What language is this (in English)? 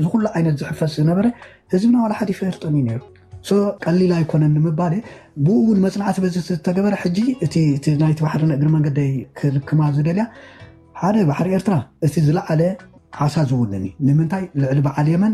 Tigrinya